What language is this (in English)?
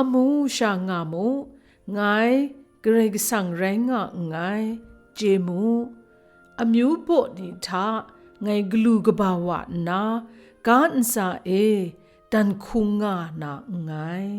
Kachin